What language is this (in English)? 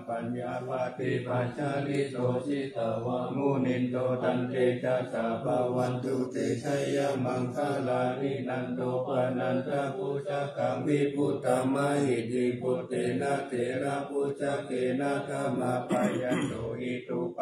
Pali